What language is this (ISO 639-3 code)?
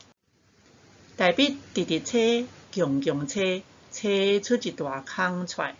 nan